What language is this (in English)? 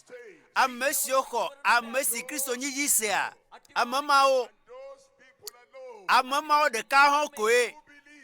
Ewe